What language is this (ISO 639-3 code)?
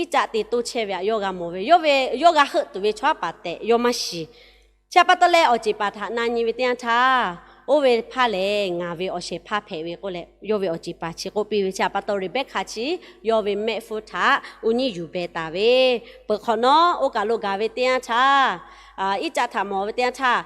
lhu